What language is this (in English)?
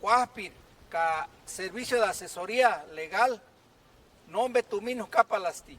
Purepecha